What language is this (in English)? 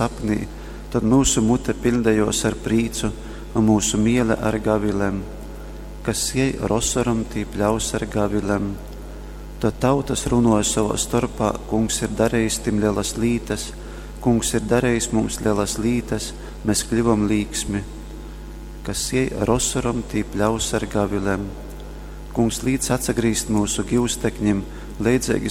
Latgalian